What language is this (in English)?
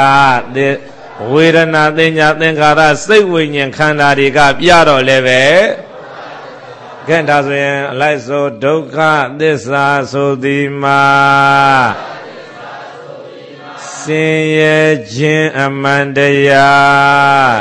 Burmese